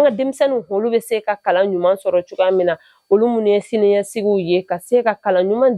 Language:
Bambara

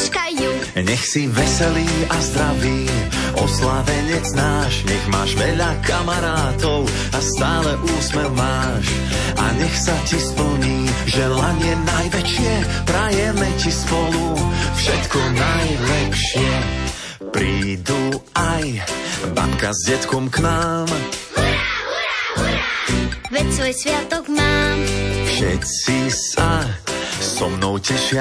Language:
Slovak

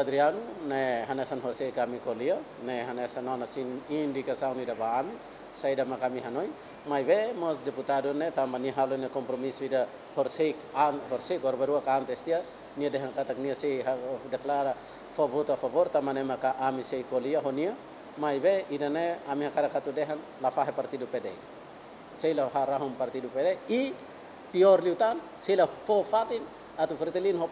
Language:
Tetum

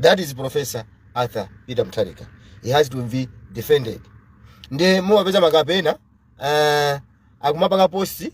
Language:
Nyanja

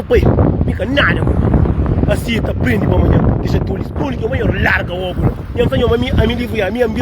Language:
Kabuverdianu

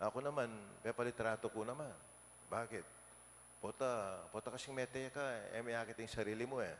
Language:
Pampanga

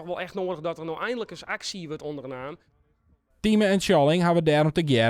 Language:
Western Frisian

